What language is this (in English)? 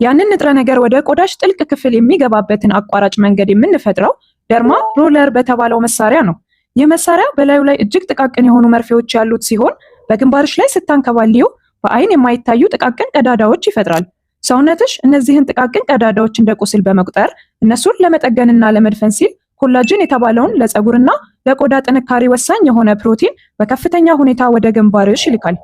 Amharic